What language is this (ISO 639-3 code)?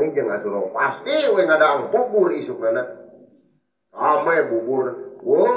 sun